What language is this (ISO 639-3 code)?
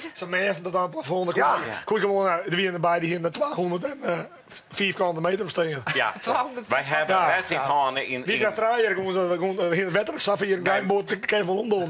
fry